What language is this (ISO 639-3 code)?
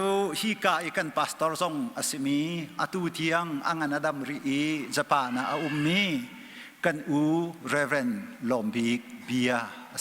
cnh